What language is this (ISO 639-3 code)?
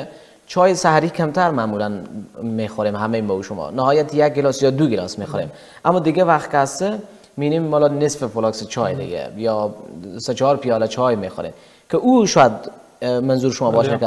fas